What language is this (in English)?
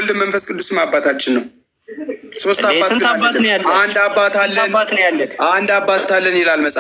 Amharic